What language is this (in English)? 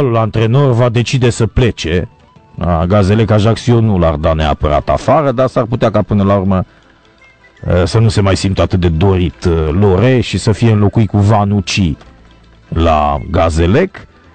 Romanian